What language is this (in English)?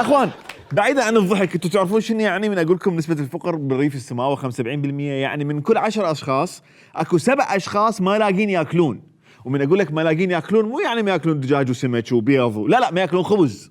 Mesopotamian Arabic